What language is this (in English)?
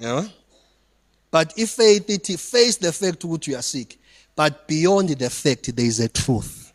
Zulu